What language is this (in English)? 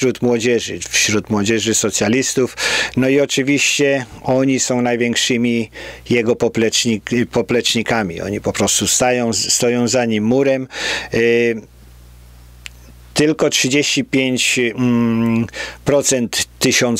Polish